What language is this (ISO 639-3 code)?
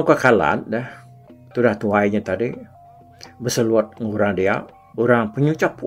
iba